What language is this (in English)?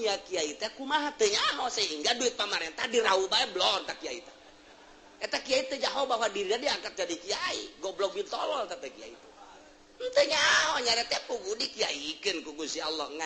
Sundanese